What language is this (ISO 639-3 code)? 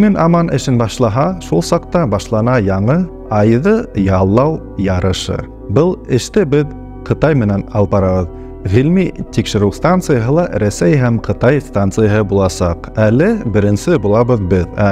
bak